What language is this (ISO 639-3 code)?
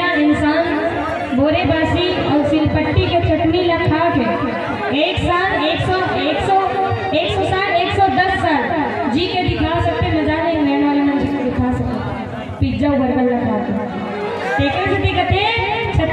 hne